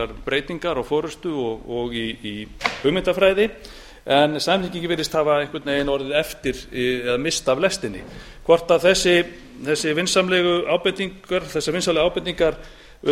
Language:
Icelandic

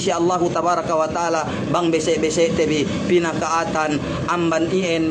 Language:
Yakan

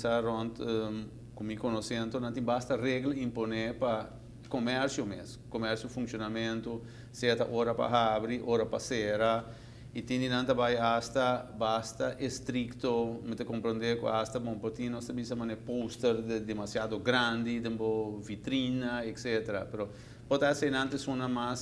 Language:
Papiamento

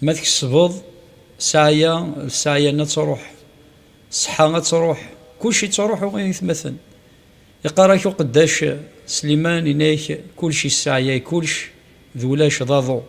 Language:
Kabyle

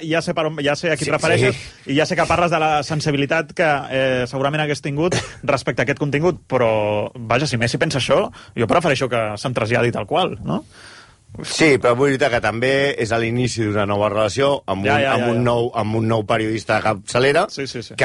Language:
Catalan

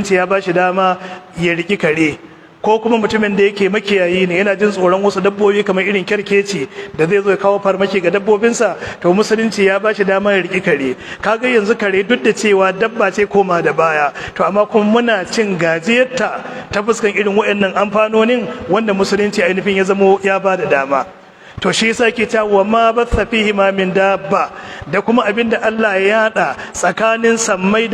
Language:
Hausa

